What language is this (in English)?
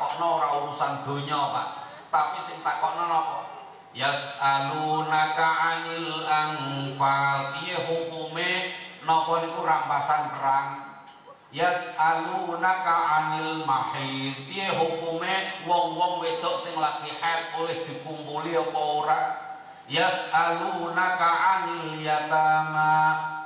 Javanese